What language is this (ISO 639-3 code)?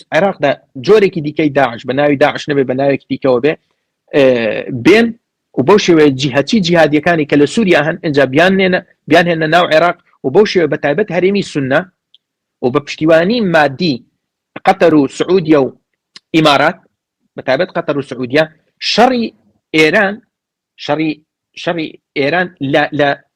ckb